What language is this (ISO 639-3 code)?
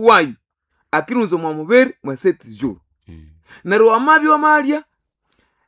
nnb